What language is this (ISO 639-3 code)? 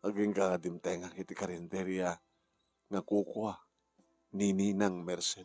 ilo